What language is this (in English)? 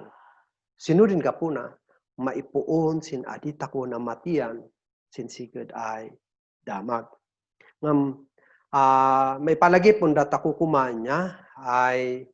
Kankanaey